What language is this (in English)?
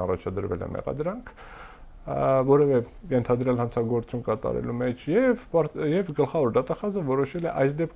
Armenian